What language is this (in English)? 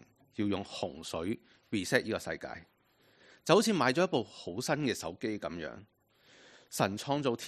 Cantonese